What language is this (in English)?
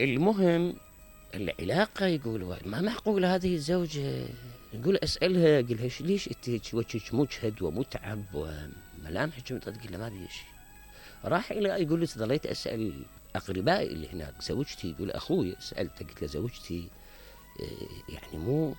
Mesopotamian Arabic